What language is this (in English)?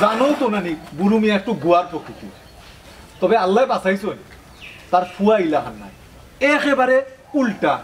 Sylheti